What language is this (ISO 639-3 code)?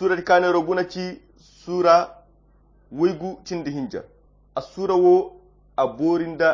khq